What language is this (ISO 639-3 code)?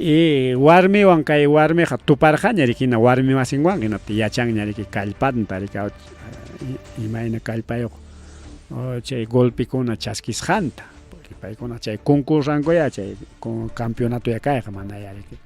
quy